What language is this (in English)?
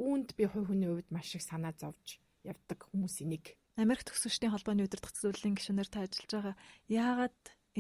Mongolian